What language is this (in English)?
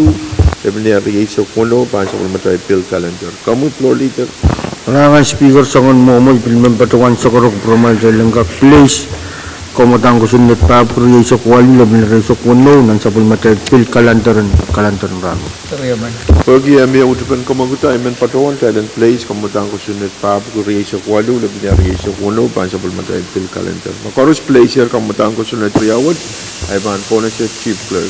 Pohnpeian